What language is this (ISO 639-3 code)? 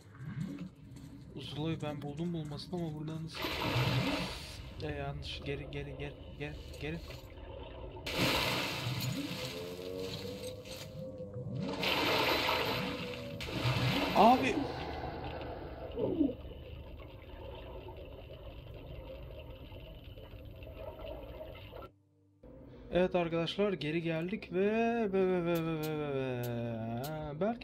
tur